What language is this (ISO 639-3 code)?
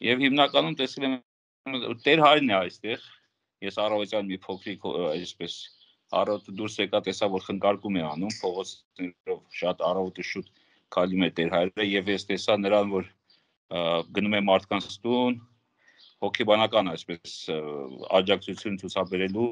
hye